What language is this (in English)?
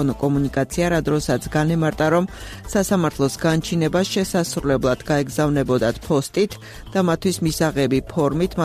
Georgian